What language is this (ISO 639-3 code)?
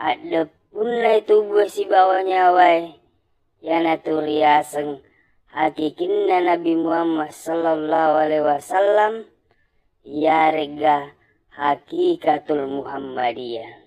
bug